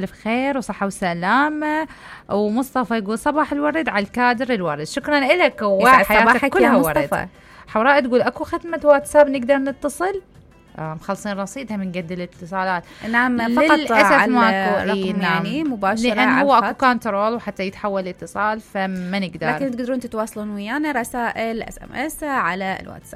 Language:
Mesopotamian Arabic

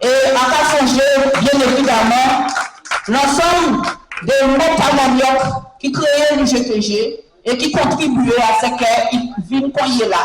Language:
Guadeloupean Creole French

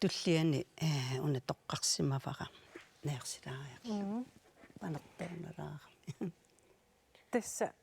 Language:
Kalaallisut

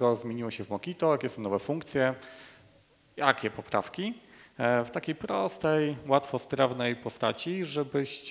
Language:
Polish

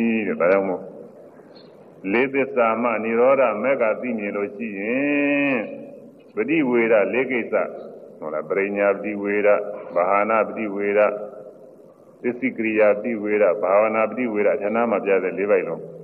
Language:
Burmese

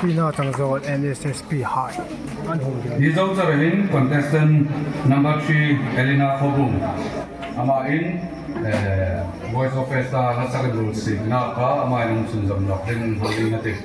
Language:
Hmar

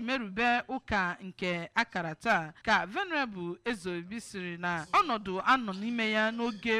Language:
Igbo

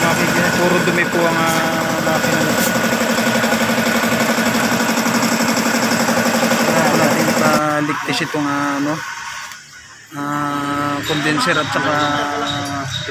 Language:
Filipino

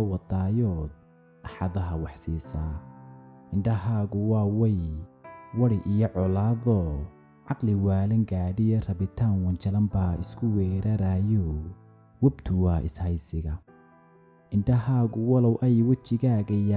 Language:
Somali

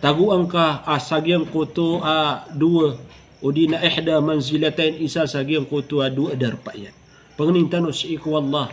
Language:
Maranao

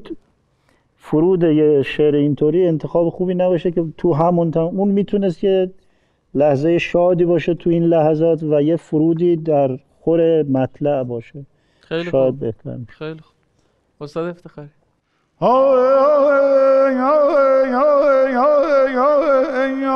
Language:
Persian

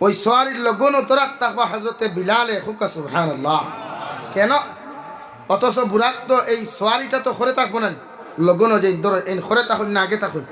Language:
Sylheti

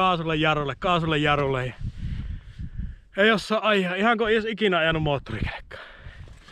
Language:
Finnish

